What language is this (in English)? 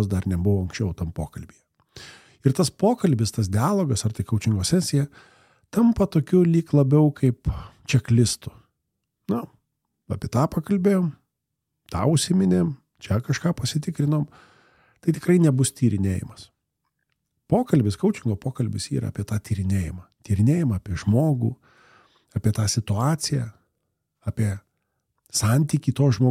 Lithuanian